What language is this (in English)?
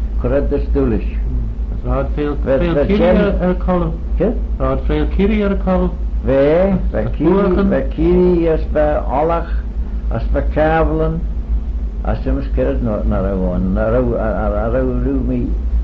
Manx